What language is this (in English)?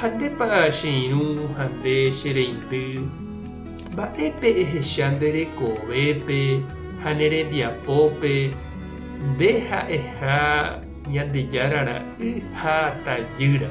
Guarani